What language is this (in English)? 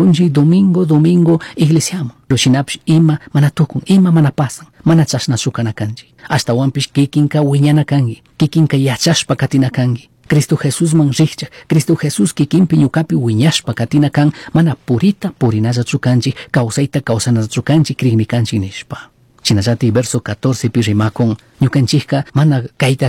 Chimborazo Highland Quichua